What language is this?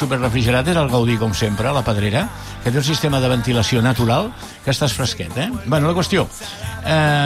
Catalan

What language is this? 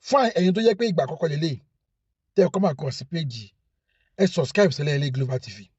Yoruba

